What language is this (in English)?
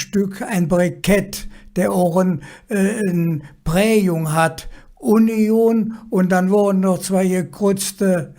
Colognian